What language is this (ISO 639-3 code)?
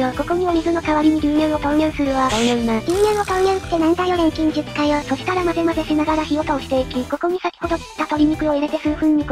jpn